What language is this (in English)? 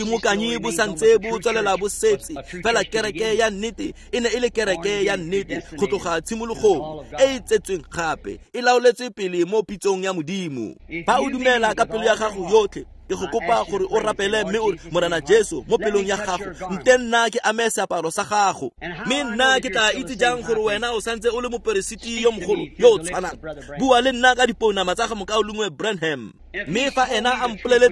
Tswana